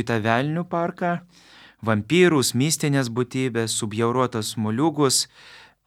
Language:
Lithuanian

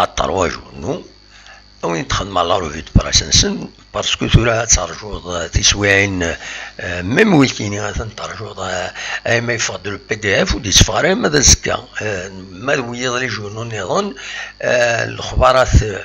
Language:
Kabyle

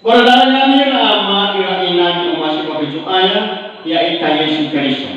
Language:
Nias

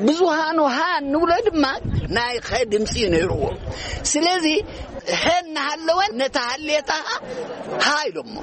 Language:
Tigrinya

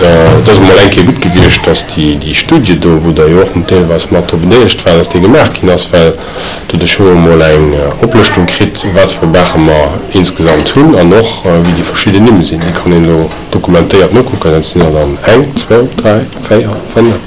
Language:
Luxembourgish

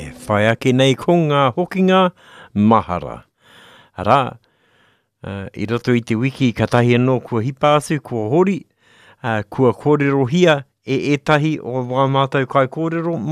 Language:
Māori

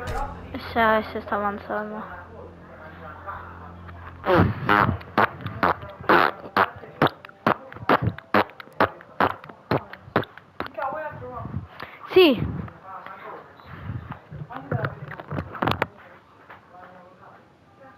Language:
Italian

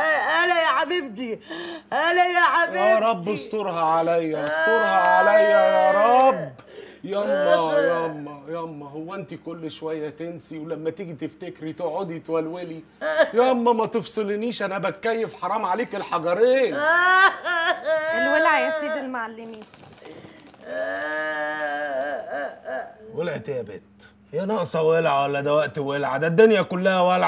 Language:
Egyptian Arabic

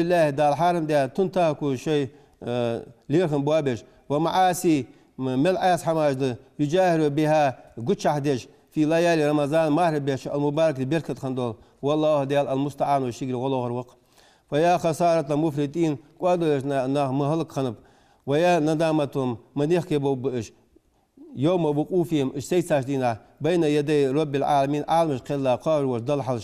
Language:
Ingush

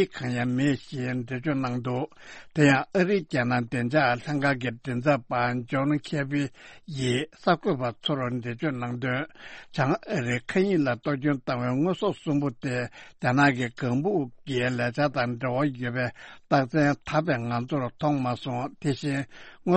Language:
Tibetan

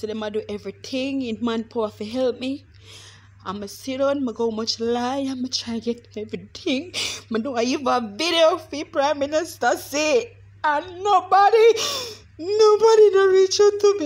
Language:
Jamaican Creole English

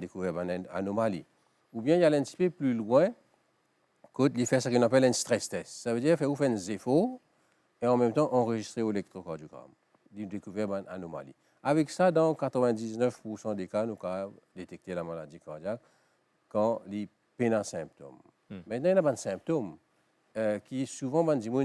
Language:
Morisyen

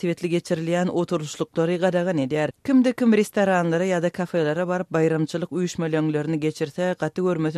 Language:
Turkmen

